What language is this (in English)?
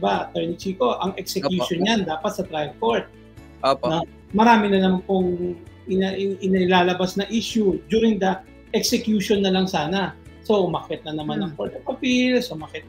Filipino